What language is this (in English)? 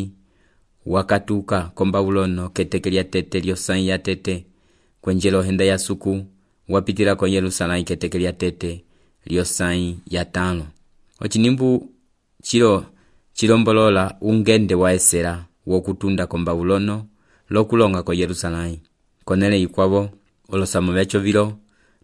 Umbundu